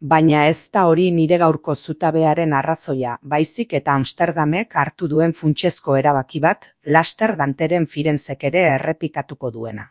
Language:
Basque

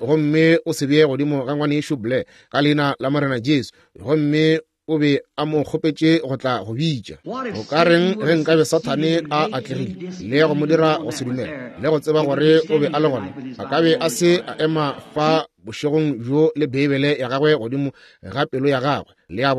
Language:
Northern Sotho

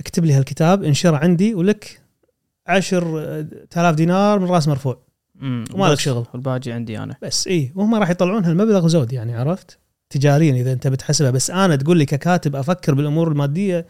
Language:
Gulf Arabic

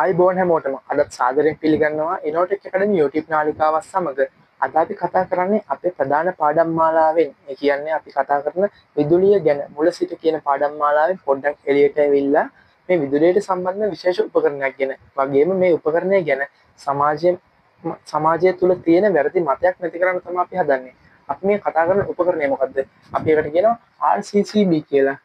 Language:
Sinhala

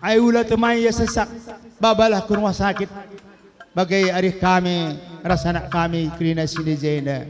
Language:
Batak Karo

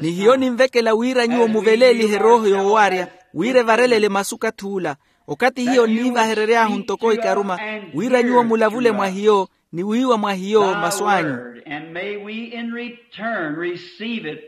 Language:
Makhuwa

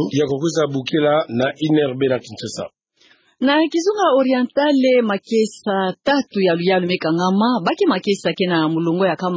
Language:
Kituba (Democratic Republic of Congo)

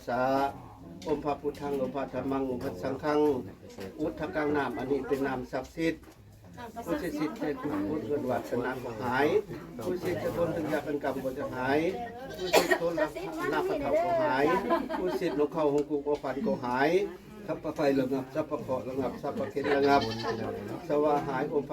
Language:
Northeastern Thai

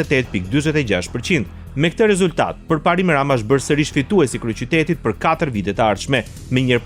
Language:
Albanian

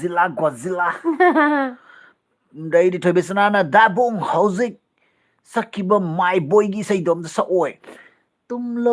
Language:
Manipuri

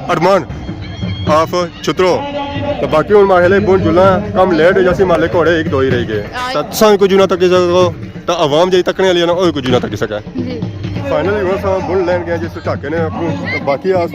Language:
Pahari-Potwari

